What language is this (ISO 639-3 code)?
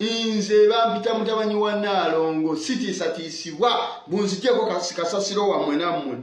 lug